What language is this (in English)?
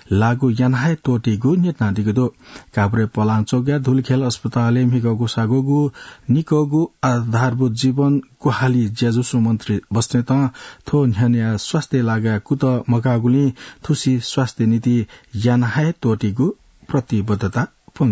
Newari